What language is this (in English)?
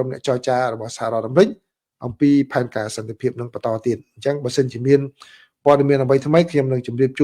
Khmer